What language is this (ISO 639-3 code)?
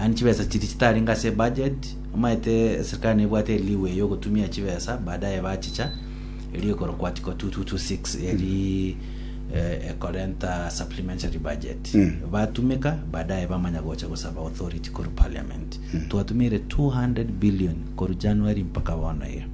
guz